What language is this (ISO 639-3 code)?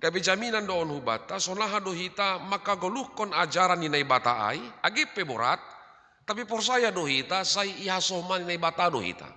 bts